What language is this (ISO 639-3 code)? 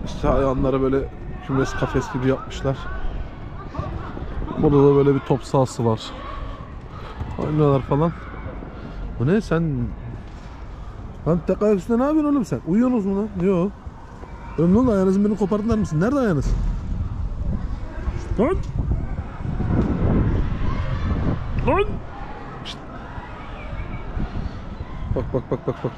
tur